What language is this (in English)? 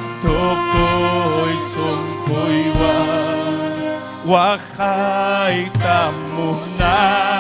Ayacucho Quechua